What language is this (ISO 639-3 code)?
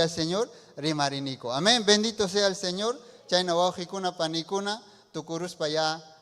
quy